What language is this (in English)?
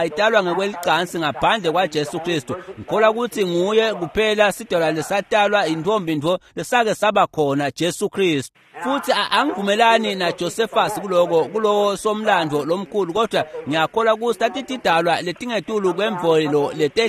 Swati